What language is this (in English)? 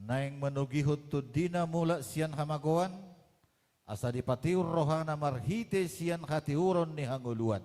Batak Toba